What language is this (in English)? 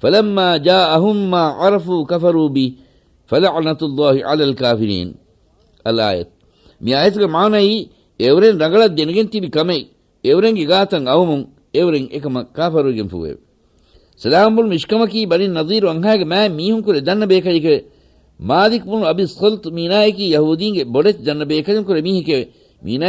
Divehi